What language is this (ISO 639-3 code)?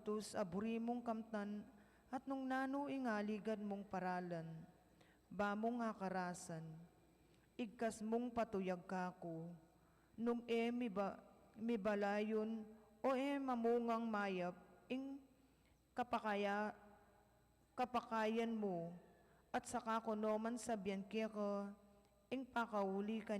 pam